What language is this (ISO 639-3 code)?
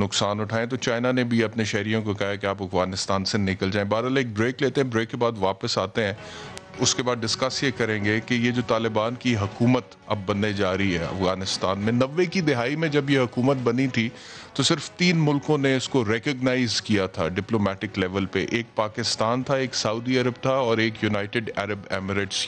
urd